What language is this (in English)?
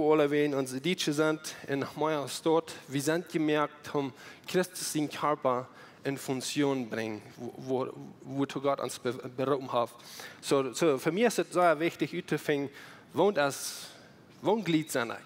Plautdietsch